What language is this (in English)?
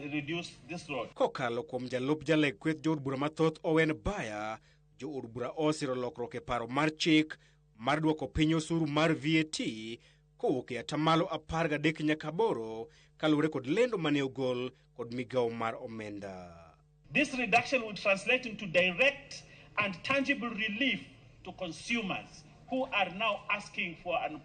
Luo (Kenya and Tanzania)